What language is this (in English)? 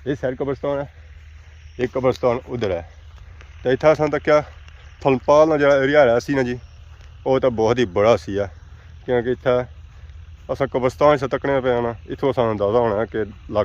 Pahari-Potwari